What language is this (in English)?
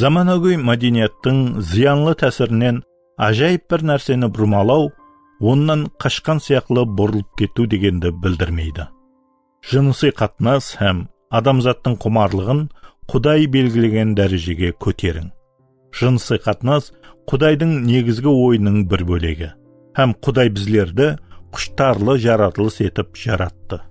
Kara-Kalpak